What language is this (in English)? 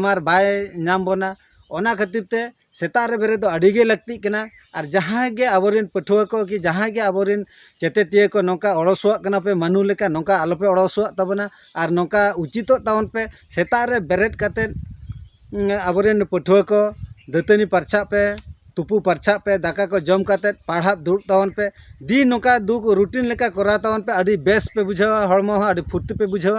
Santali